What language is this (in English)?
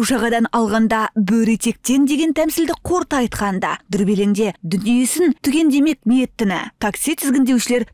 Kazakh